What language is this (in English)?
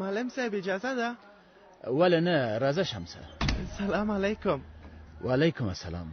Pashto